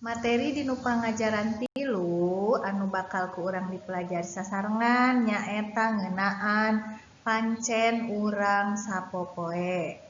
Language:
Sundanese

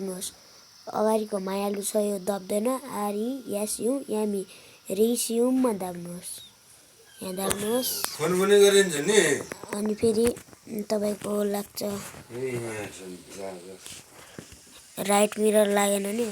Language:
Nepali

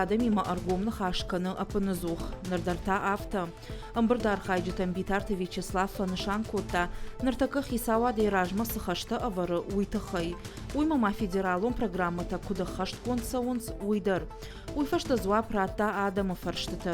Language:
Ossetic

